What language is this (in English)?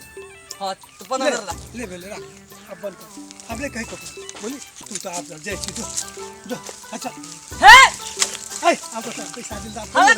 Maithili